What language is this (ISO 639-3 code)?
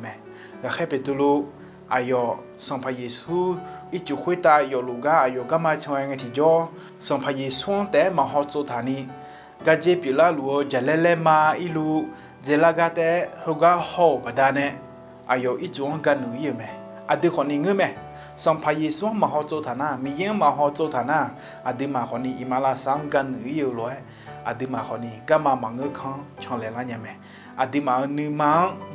ahk